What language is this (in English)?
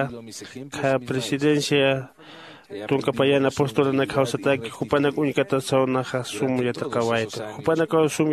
Aymara